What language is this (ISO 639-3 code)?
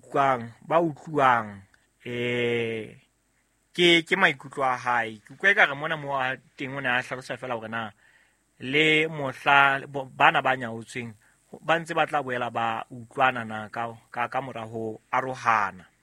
sot